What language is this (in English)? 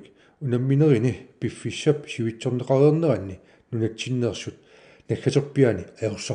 Kalaallisut